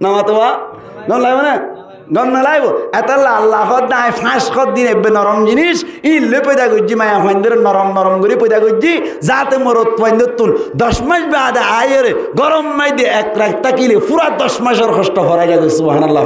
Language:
Rohingya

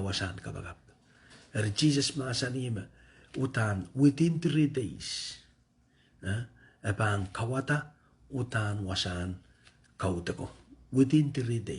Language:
Pohnpeian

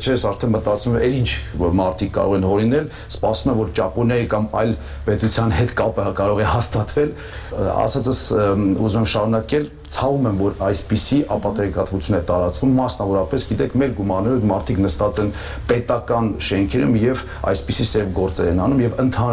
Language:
Armenian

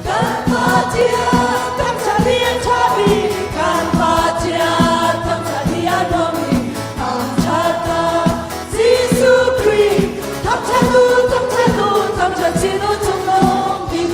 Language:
Hakha Chin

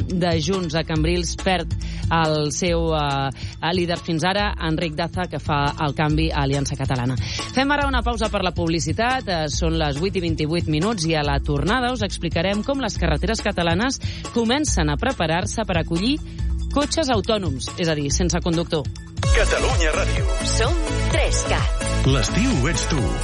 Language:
Catalan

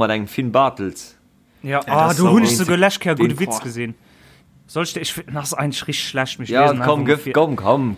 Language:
Luxembourgish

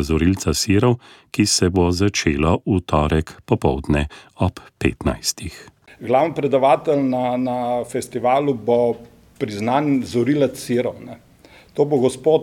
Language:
Slovenian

